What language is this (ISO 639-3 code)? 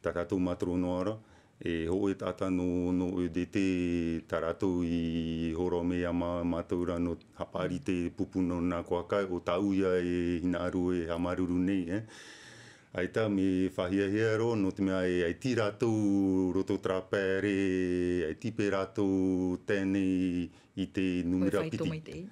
tah